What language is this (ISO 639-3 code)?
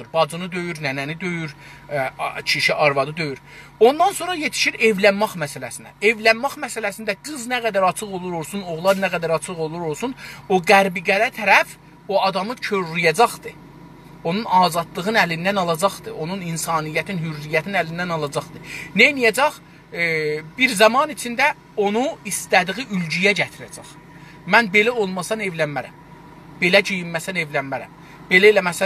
azb